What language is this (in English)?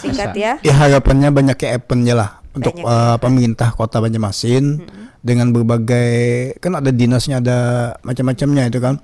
Banjar